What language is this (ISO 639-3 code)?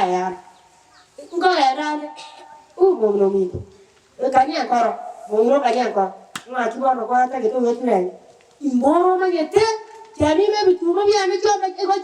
guz